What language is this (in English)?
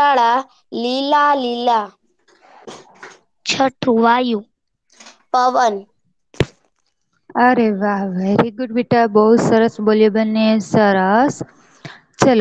Gujarati